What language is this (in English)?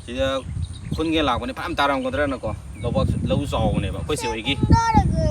Manipuri